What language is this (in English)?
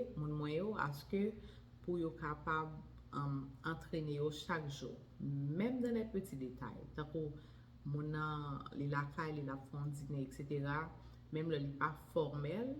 Haitian Creole